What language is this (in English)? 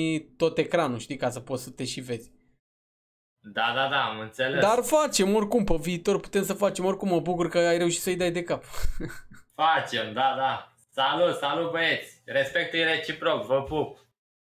Romanian